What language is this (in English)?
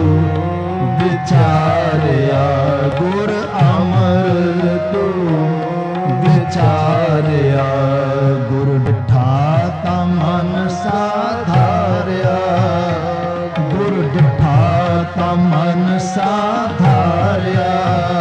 Punjabi